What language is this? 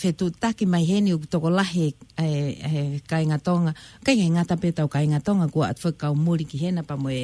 Tongan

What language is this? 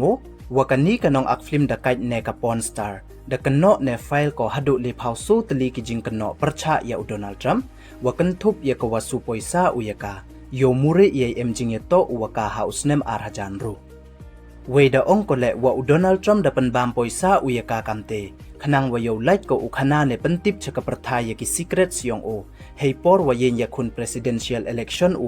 Pnar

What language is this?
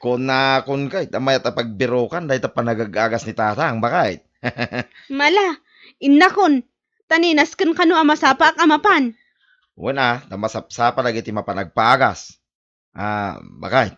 Iloko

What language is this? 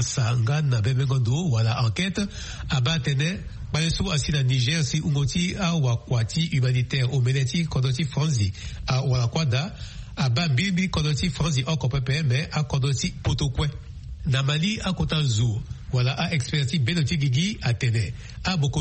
Sango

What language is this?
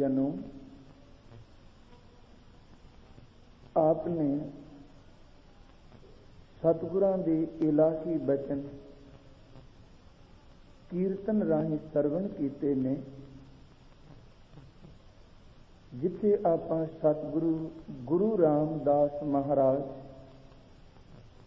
Punjabi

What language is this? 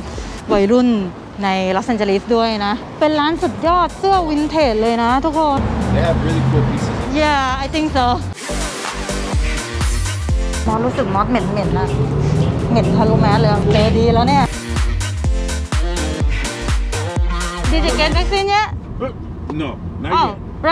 Thai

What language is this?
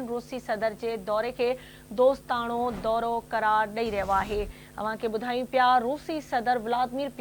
Sindhi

